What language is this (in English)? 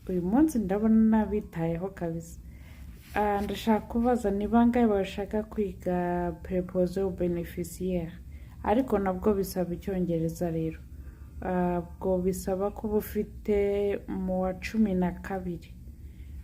Kinyarwanda